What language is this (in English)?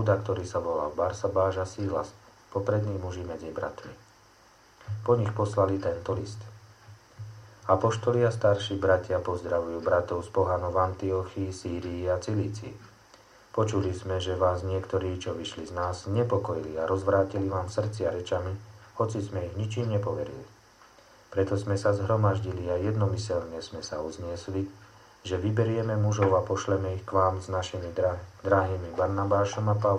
Slovak